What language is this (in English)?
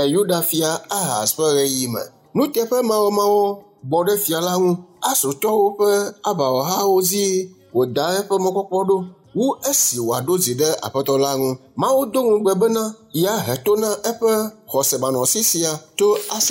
Ewe